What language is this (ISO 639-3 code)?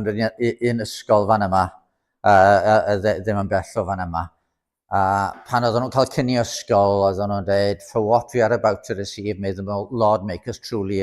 cym